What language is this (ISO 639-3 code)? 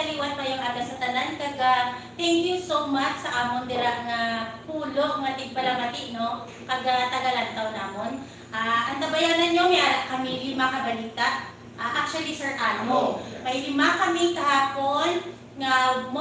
hil